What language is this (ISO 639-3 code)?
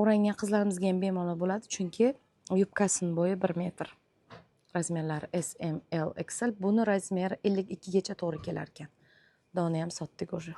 uzb